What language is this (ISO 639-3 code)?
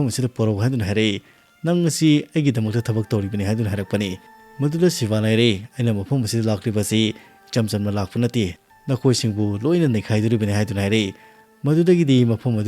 mni